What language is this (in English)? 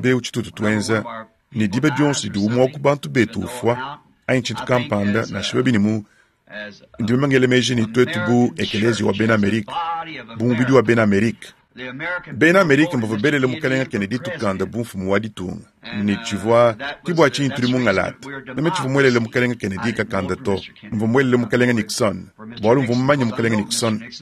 Luba-Lulua